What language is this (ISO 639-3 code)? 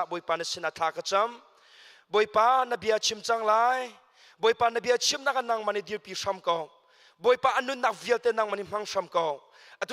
cnh